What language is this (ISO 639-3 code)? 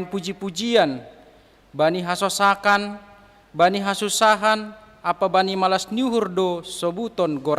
bts